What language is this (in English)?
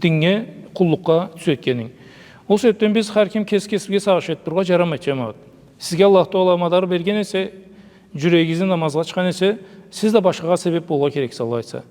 Karachay-Balkar